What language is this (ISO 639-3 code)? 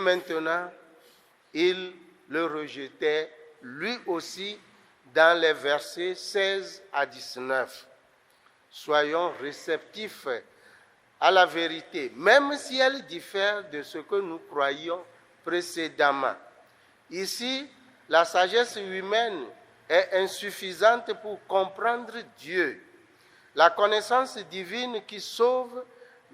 ewe